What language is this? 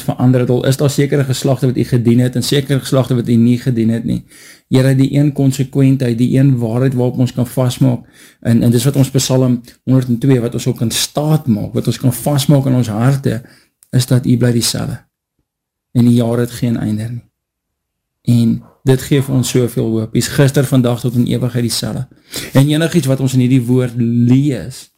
Afrikaans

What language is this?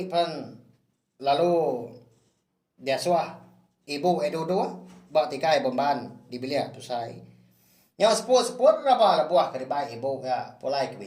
Iban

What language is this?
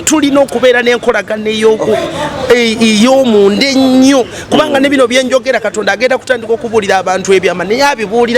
Ganda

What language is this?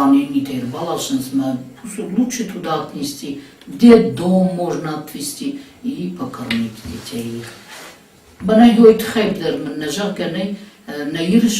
Ossetic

